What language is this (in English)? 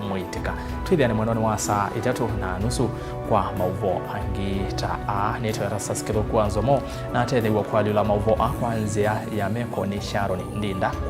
Kamba